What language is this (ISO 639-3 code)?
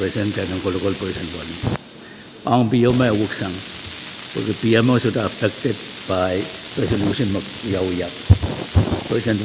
pon